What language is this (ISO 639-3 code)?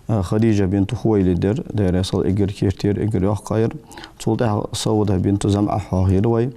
inh